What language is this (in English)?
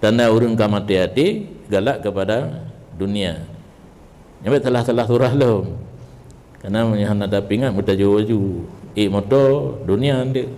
Achinese